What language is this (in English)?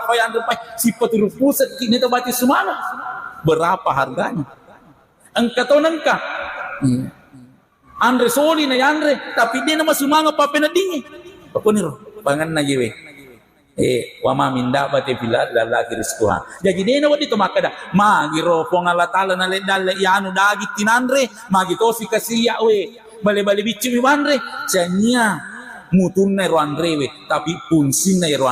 Buginese